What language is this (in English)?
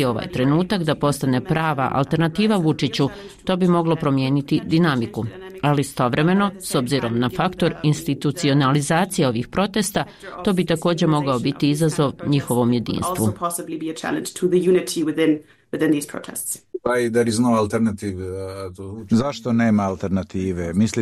Bosnian